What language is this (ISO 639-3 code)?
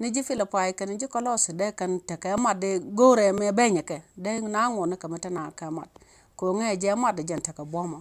nus